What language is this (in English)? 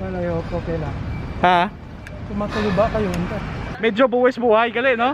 Hiligaynon